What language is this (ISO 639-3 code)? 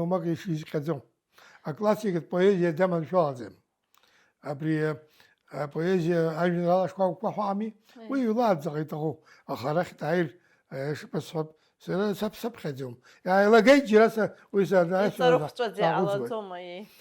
abk